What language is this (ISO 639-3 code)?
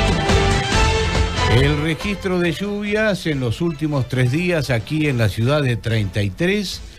spa